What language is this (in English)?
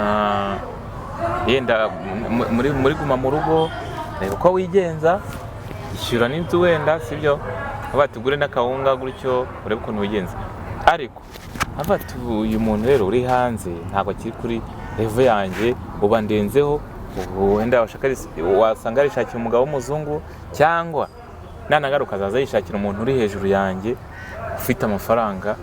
Kinyarwanda